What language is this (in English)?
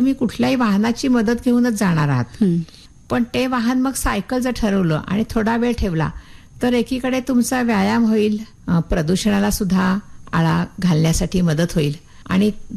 Marathi